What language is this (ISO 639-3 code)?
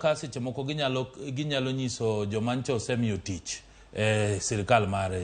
luo